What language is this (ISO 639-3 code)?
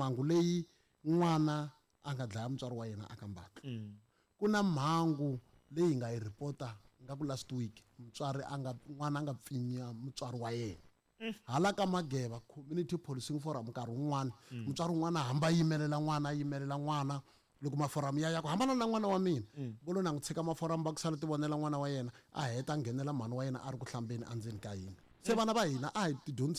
tso